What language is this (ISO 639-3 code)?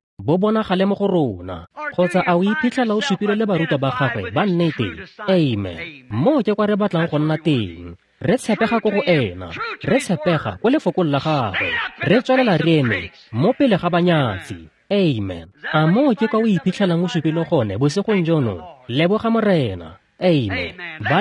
tsn